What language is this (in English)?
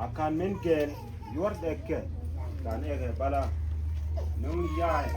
Mabaan